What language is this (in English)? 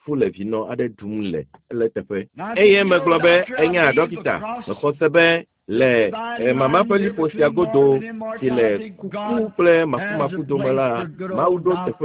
Ewe